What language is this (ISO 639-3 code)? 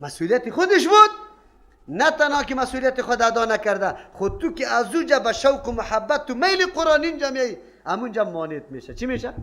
fas